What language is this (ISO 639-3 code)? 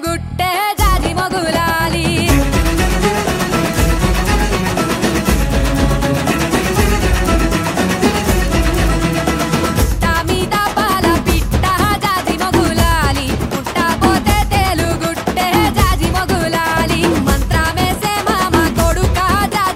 tel